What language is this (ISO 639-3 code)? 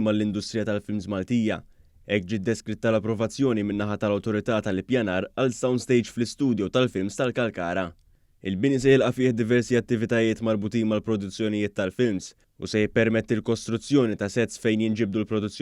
mlt